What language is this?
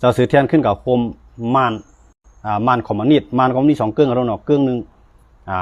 Shan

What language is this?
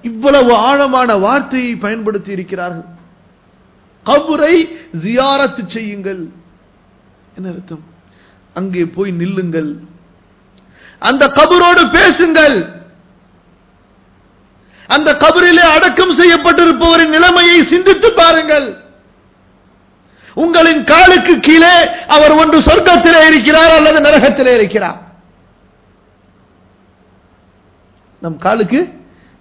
Tamil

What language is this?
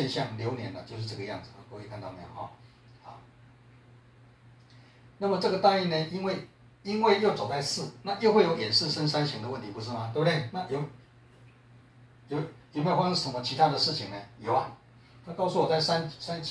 Chinese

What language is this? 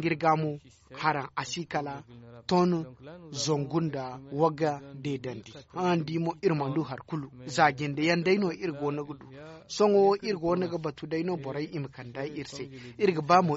Zarma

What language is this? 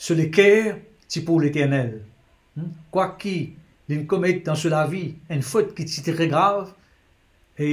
Morisyen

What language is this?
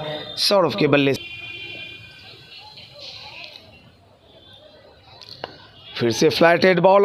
Hindi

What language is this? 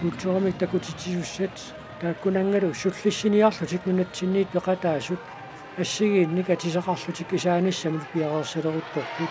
Kalaallisut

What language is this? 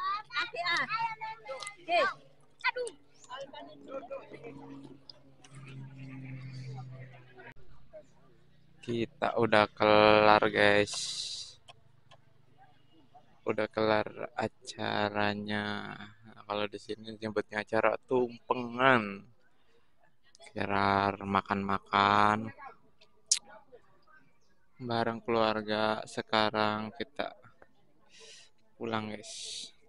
Indonesian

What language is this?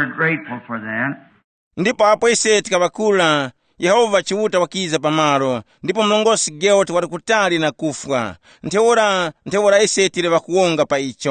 Tumbuka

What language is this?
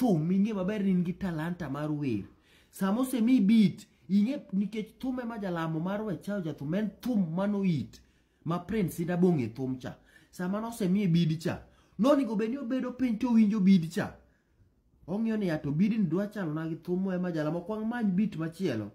Luo (Kenya and Tanzania)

